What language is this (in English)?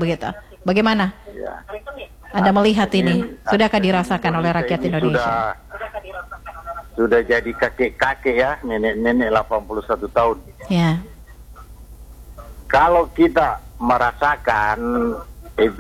Indonesian